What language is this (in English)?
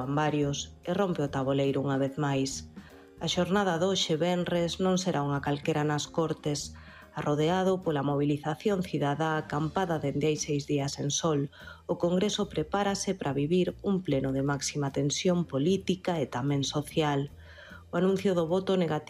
Galician